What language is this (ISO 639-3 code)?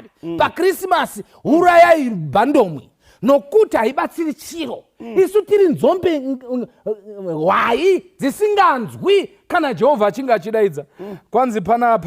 sna